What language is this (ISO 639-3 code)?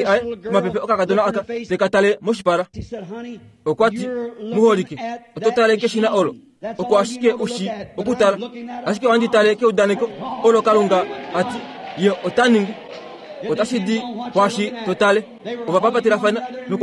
kua